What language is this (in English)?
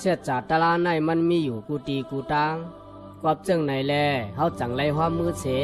Shan